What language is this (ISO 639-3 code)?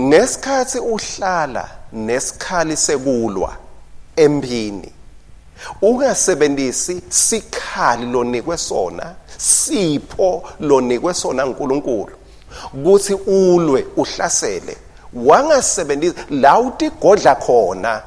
ssw